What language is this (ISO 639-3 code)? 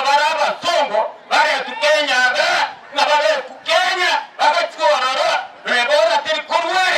guz